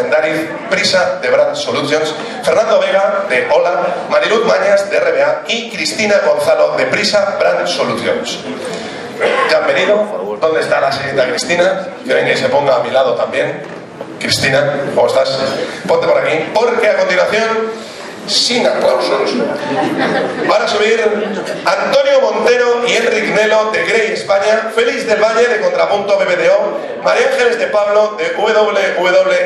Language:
Spanish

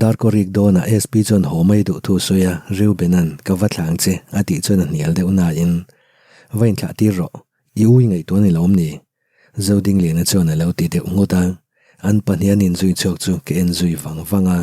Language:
Mizo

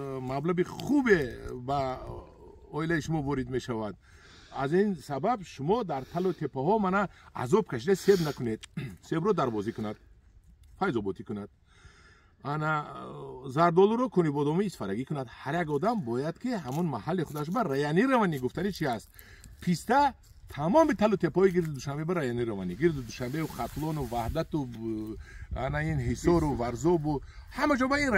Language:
Tajik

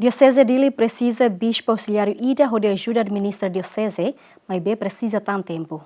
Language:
Tetum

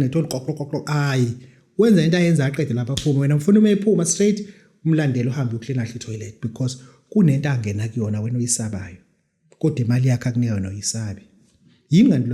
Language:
Zulu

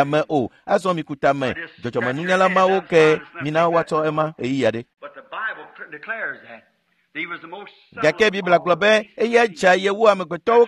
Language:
Ewe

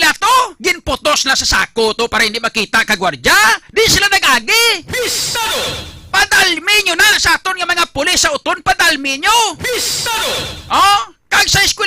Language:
Hiligaynon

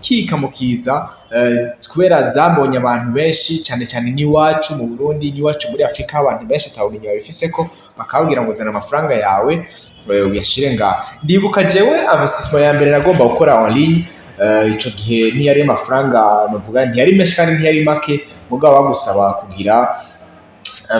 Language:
Rundi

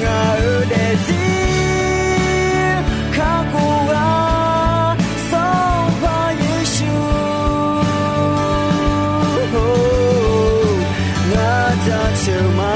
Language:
Akha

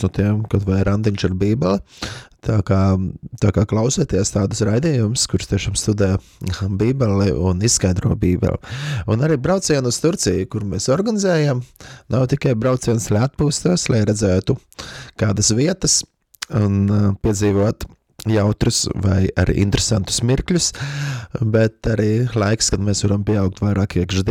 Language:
Latvian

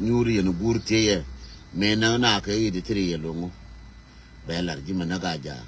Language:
Nuer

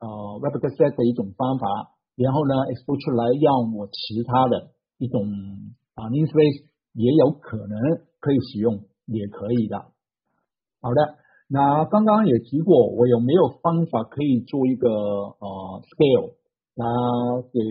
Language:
Chinese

